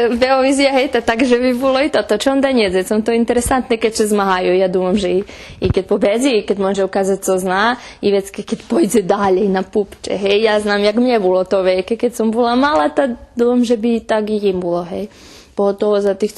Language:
Rusyn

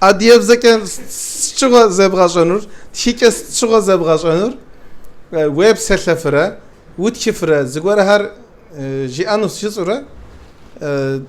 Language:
Kabardian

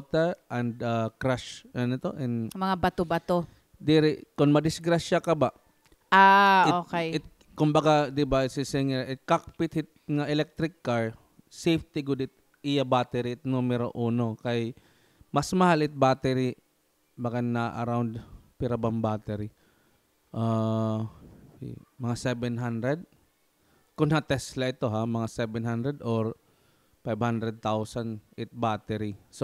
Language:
Waray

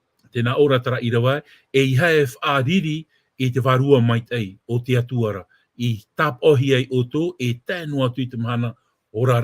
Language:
Tahitian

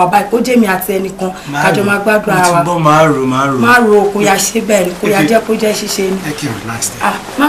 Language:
Yoruba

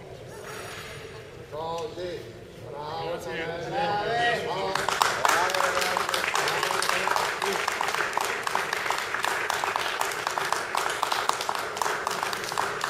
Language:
Italian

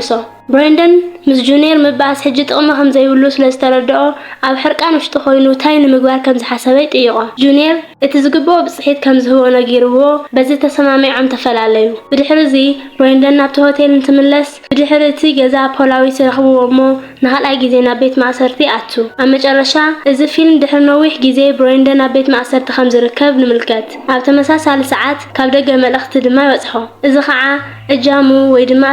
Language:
Tigrinya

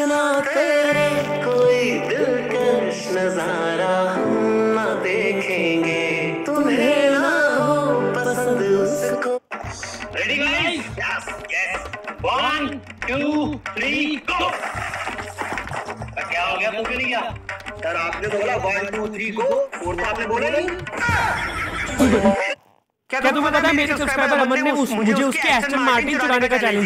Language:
Hindi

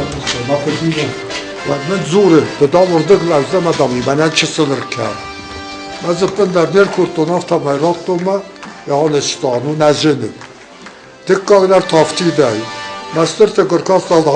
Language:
Ossetic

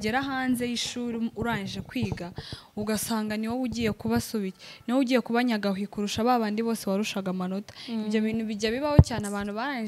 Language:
Kinyarwanda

